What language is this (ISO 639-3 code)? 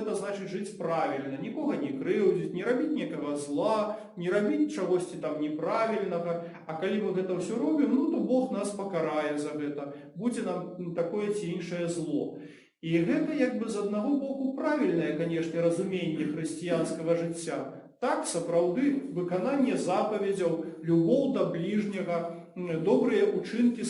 bel